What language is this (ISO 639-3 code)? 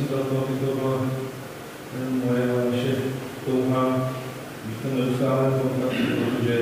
ces